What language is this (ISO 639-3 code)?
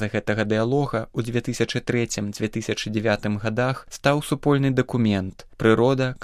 bel